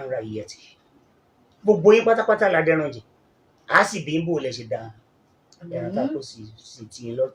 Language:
Yoruba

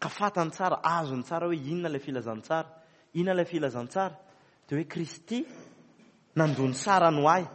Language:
Malagasy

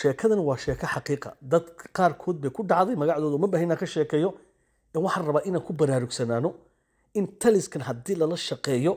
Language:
Somali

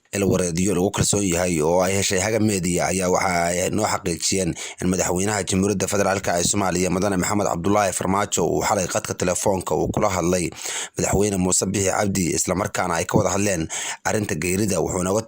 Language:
Somali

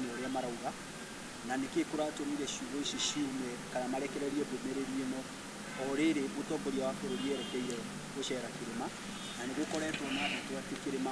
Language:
Kikuyu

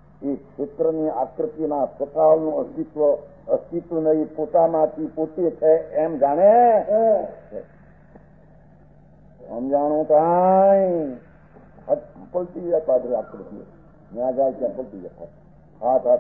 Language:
Gujarati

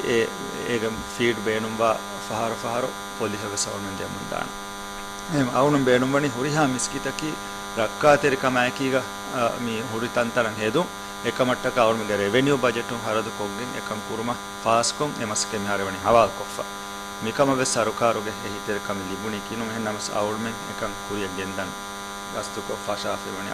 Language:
Divehi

